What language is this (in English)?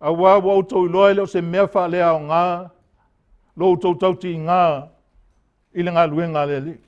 Samoan